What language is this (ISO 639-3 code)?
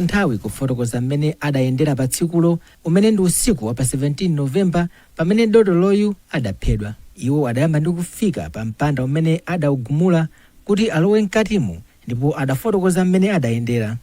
nya